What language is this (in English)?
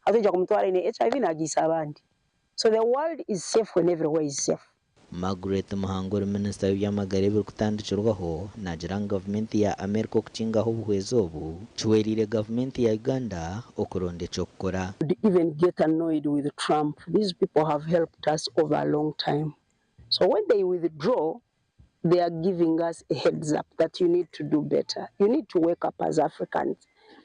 Nyankole